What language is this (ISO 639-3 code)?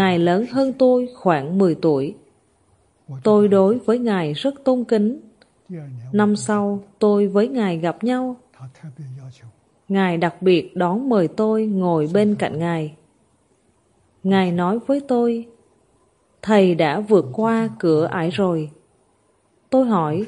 vie